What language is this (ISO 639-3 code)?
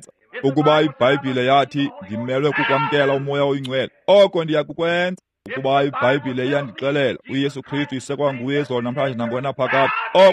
xho